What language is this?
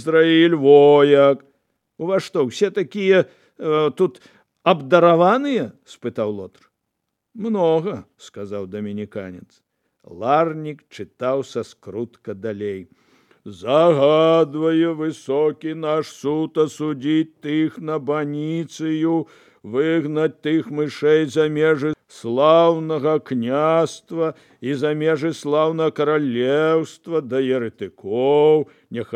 Belarusian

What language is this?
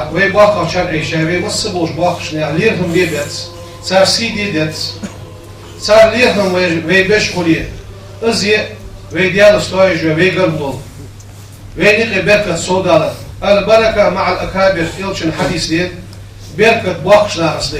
Ingush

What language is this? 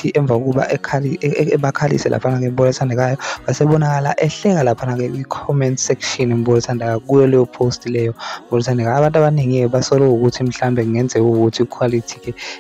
Zulu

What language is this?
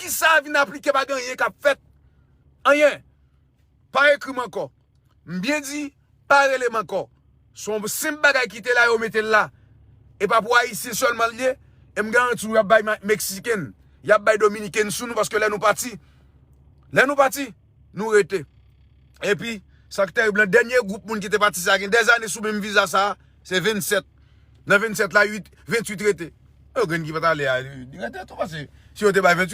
Haitian Creole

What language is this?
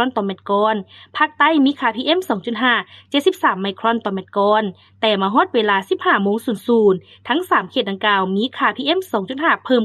Lao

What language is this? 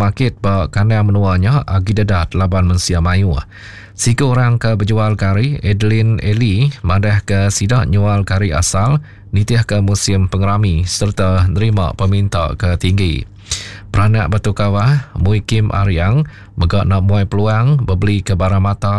Iban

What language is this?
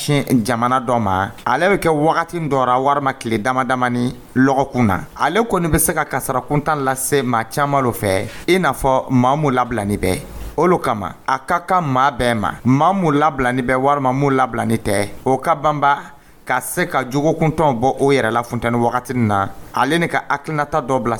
Dyula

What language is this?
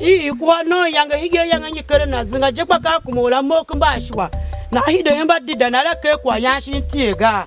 Tiv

